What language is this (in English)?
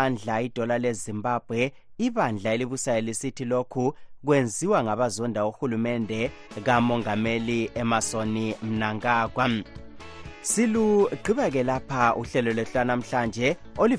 North Ndebele